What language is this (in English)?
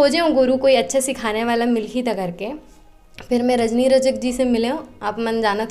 Chhattisgarhi